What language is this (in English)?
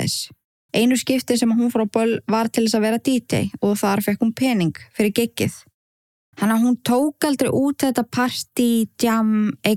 Icelandic